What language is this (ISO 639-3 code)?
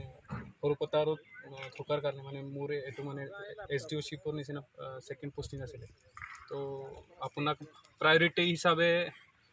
asm